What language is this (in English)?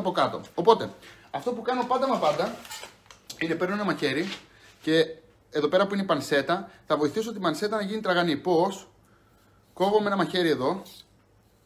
Greek